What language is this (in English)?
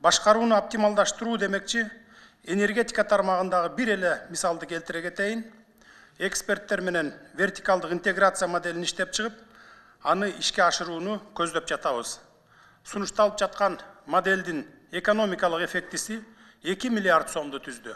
Kyrgyz